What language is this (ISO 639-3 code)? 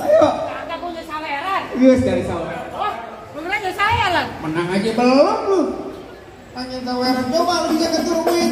bew